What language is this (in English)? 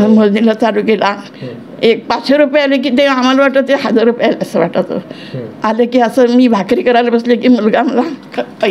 Marathi